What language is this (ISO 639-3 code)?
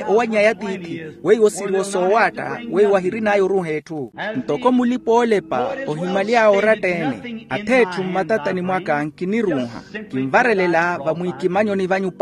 vmw